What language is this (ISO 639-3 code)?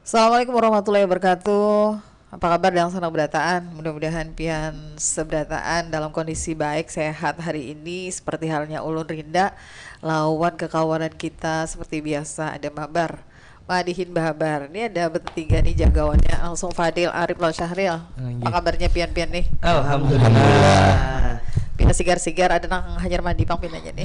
bjn